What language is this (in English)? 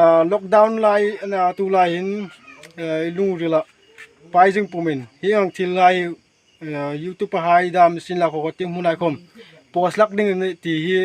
Hmar